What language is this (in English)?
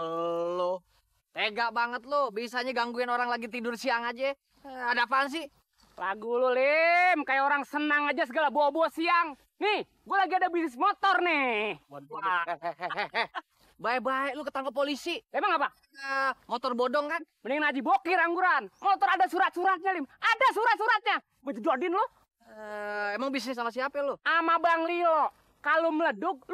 Betawi